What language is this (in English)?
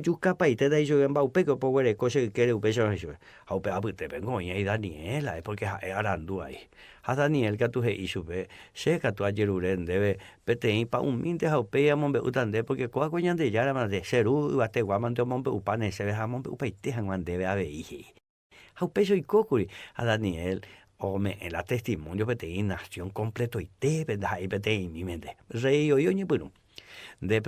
Guarani